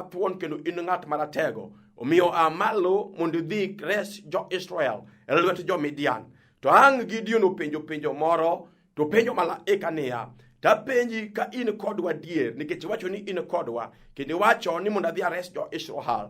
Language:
Luo (Kenya and Tanzania)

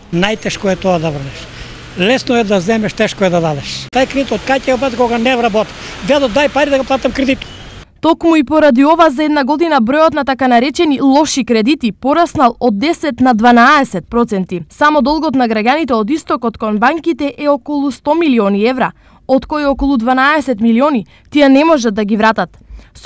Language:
Macedonian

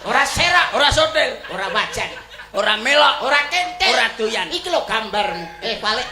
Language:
Javanese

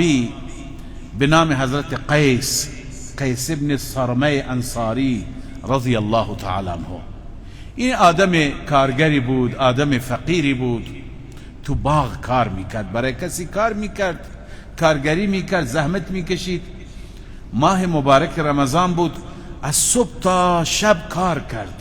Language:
Persian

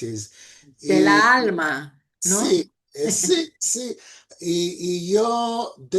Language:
Ladino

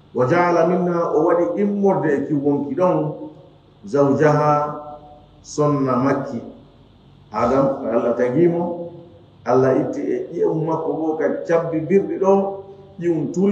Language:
Fula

